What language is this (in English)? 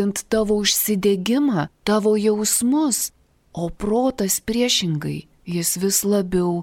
Lithuanian